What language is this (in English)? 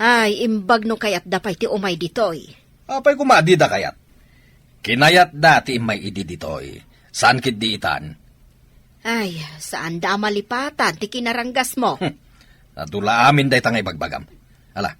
Iloko